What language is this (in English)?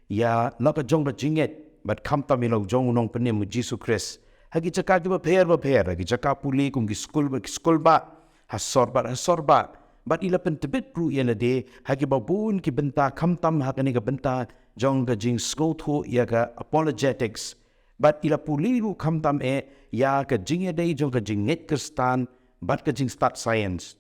Khasi